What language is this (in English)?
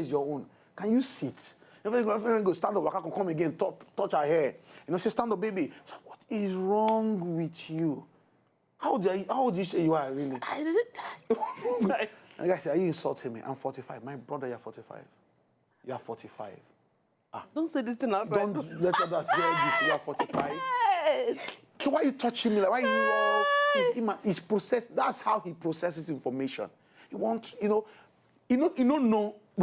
Nigerian Pidgin